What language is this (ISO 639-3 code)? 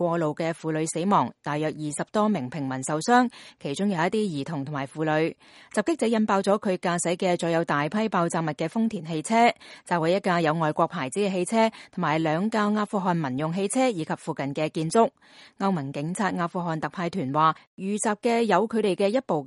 yue